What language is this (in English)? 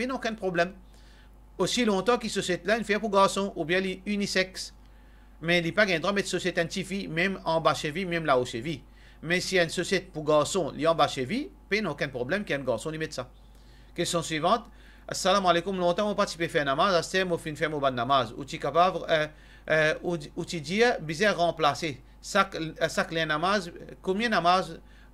Morisyen